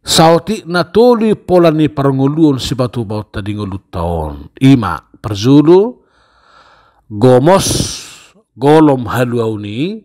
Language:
Batak Toba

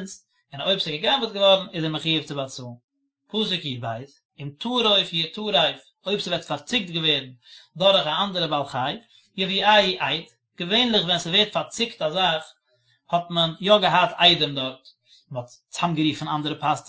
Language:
Yiddish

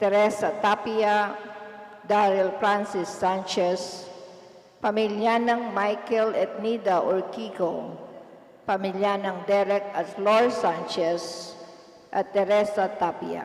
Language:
Pampanga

